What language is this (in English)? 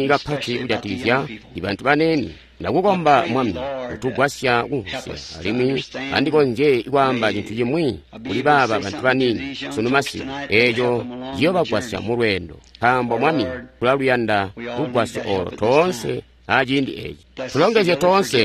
Tonga (Zambia)